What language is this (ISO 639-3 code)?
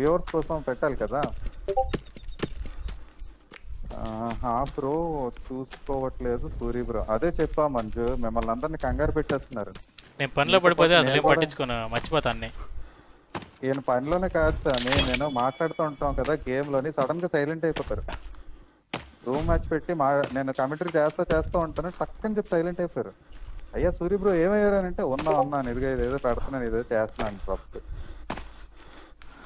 tel